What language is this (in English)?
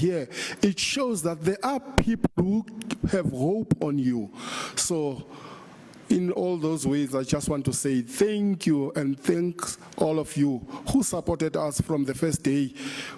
Venda